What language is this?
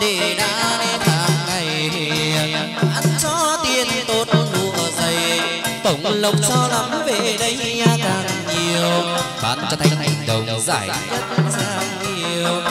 Vietnamese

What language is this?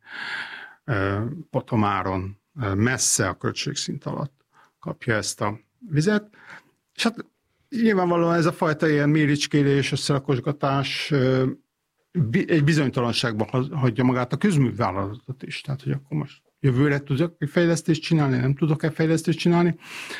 Hungarian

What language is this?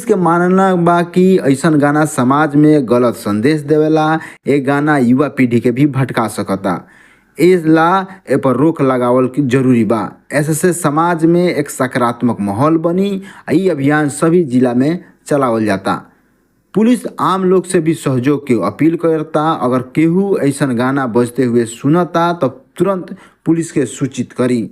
Bhojpuri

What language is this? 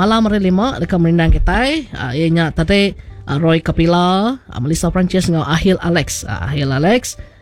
Iban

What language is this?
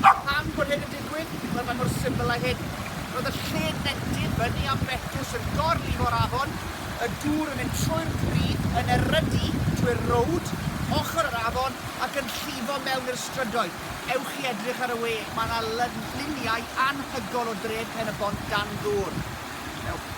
Welsh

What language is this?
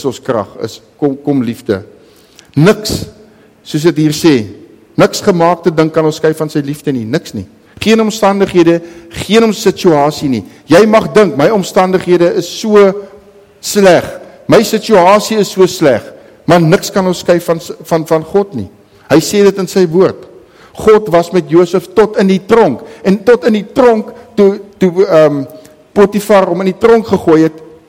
Afrikaans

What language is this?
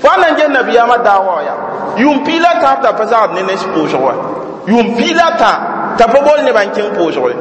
Mossi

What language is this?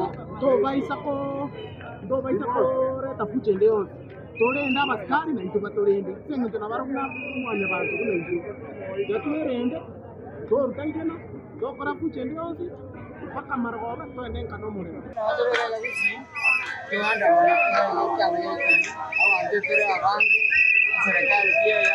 Gusii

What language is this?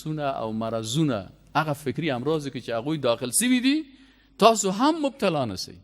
Persian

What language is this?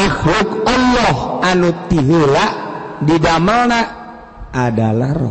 Sundanese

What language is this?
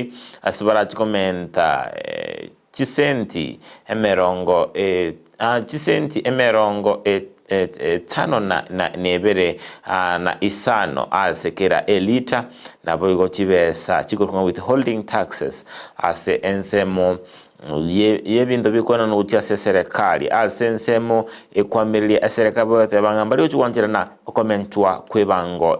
Gusii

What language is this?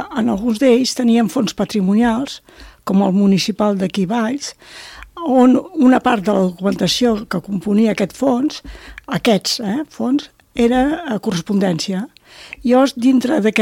Catalan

